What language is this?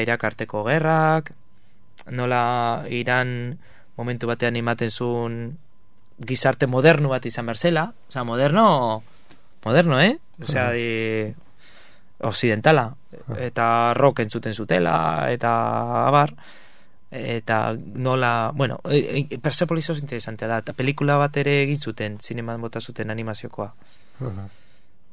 Basque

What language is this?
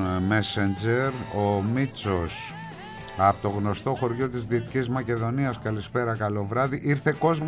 Greek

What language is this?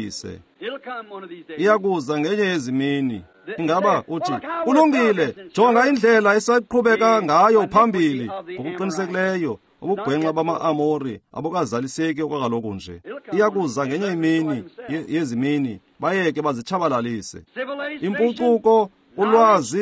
Xhosa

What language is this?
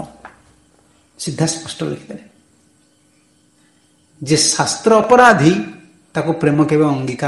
Odia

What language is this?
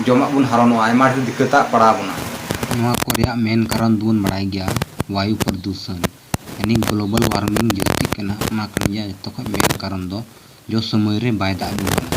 Santali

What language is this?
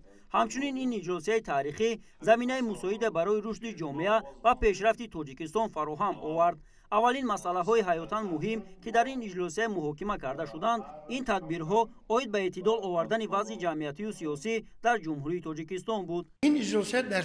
Tajik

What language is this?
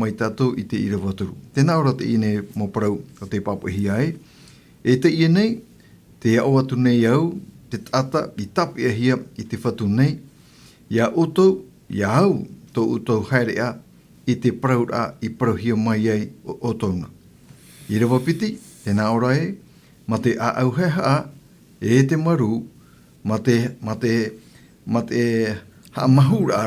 Tahitian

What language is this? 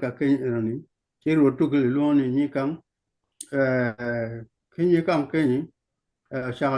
Acoli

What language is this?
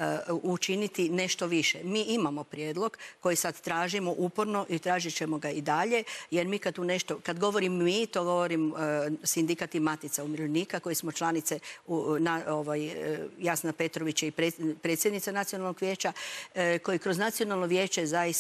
Croatian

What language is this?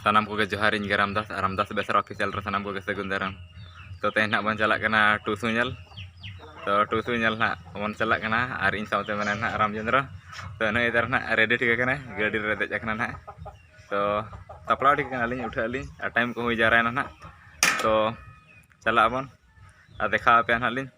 Santali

